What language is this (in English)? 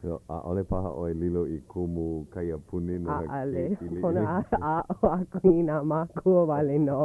Hawaiian